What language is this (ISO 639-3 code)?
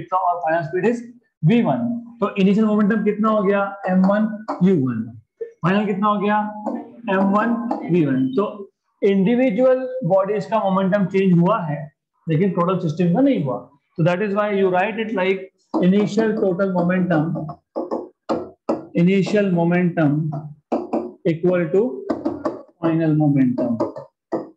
hin